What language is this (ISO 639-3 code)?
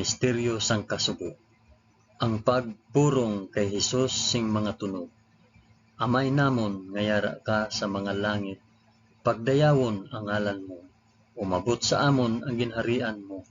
hil